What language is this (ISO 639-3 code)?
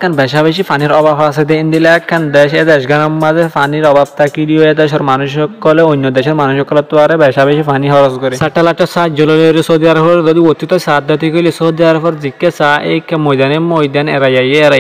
rhg